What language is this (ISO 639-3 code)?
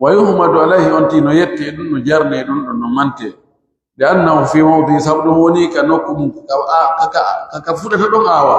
fuf